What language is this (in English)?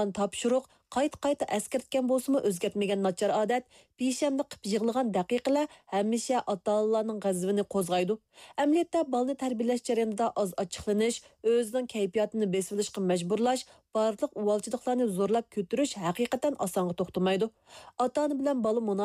Uyghur